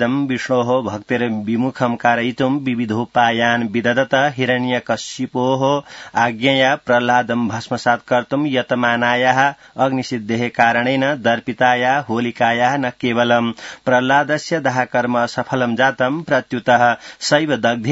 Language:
Sanskrit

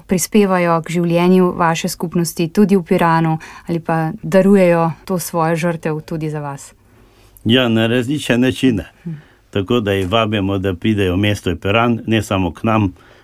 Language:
Slovenian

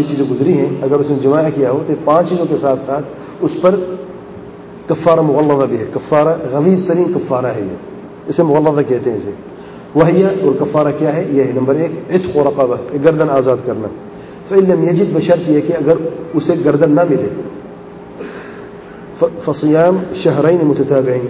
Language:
Urdu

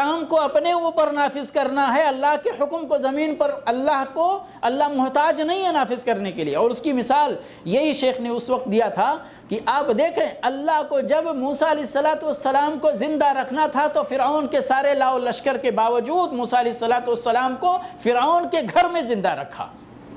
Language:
Urdu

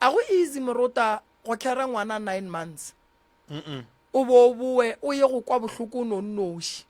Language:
Northern Sotho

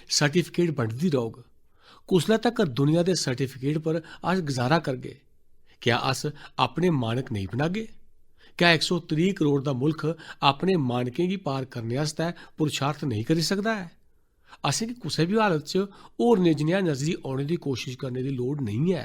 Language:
Dogri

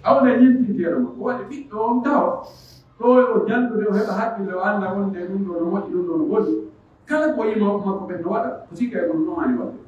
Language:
Pular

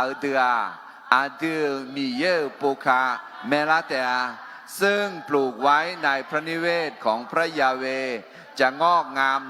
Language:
Akha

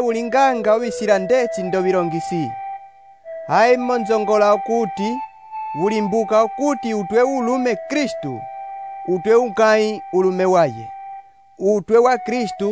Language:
Umbundu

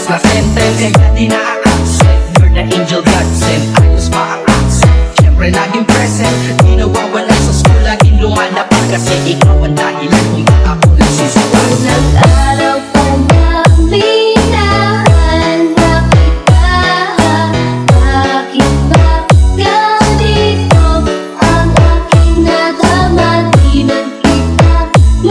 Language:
Filipino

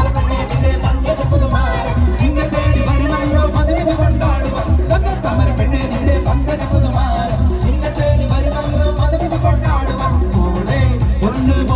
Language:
Malayalam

